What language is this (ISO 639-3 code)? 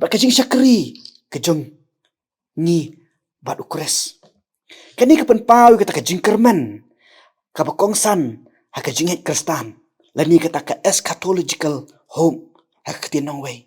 kha